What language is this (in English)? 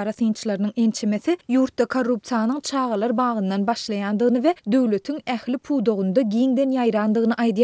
Turkmen